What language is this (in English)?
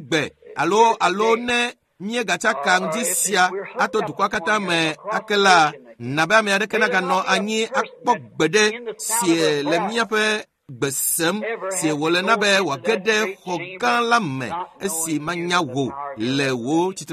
Ewe